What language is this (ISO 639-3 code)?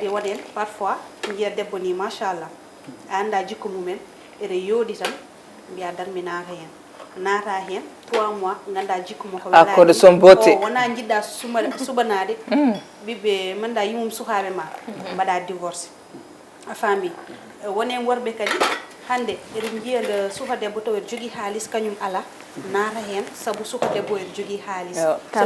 ful